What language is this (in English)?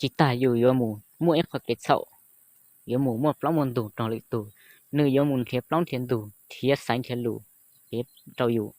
Hmong